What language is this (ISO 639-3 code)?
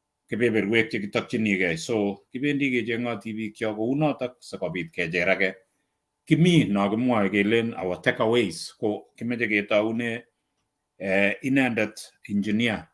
kln